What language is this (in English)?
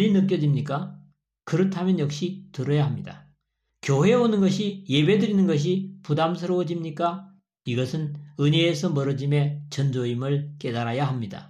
Korean